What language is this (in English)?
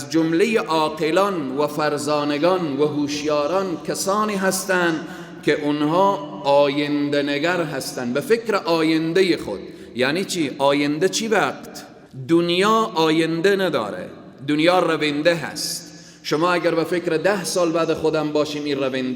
Persian